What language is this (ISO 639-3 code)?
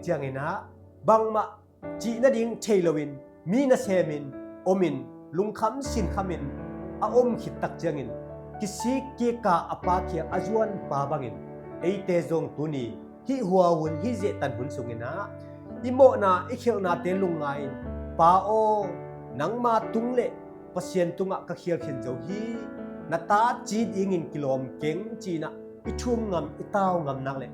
ctd